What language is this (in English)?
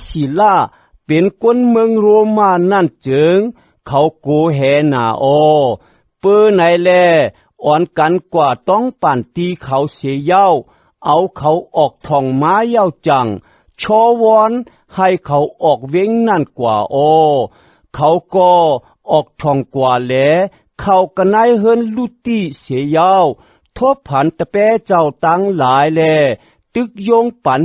Shan